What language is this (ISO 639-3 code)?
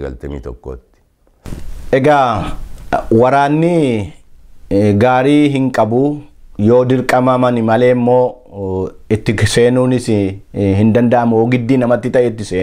orm